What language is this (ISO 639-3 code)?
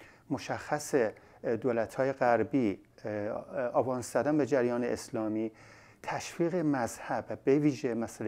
fas